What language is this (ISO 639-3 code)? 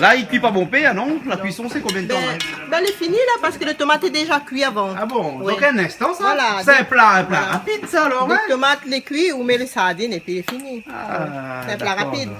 rcf